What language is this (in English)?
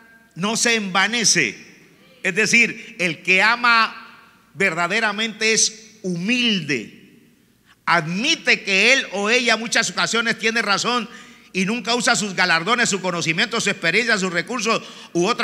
Spanish